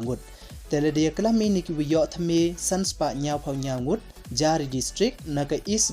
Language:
Pnar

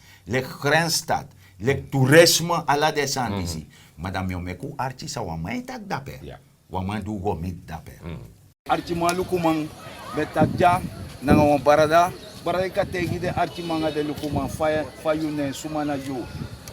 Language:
Sranan Tongo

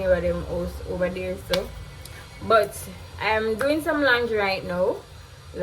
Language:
Jamaican Creole English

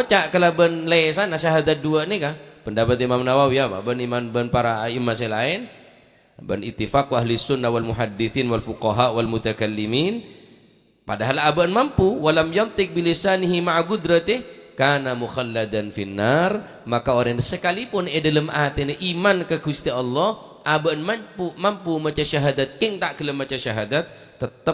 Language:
Madurese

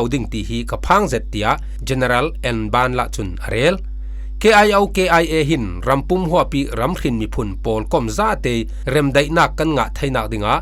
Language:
Falam Chin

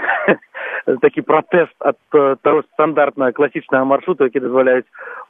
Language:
Belarusian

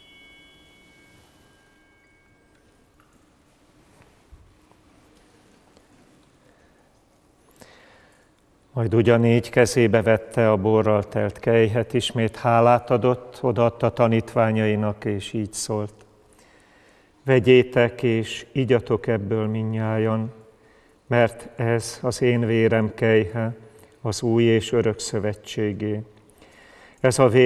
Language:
Hungarian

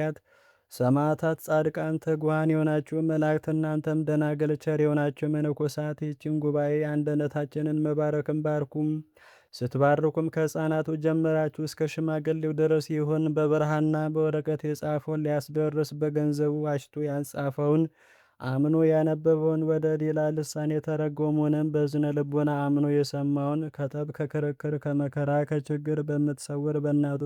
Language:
Amharic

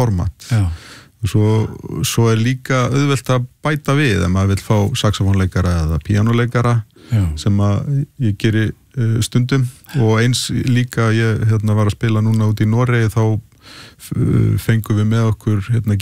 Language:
Icelandic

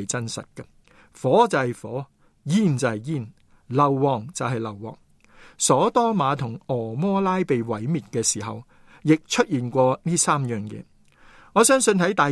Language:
Cantonese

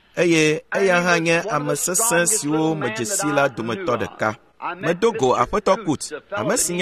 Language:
Ewe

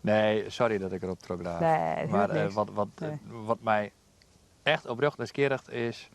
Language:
Western Frisian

